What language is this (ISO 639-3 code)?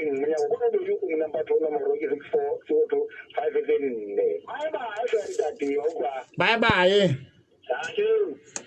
sot